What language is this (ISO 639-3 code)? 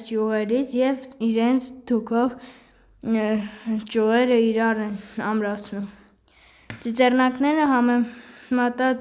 hye